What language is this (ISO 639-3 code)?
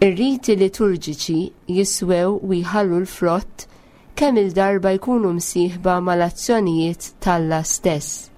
mlt